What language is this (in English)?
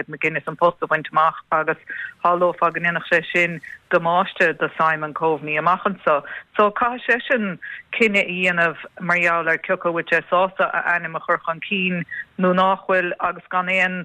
Irish